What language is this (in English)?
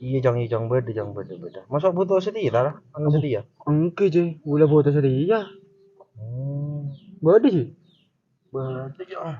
Madurese